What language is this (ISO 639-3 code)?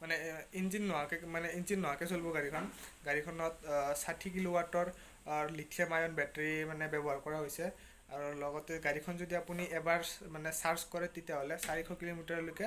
asm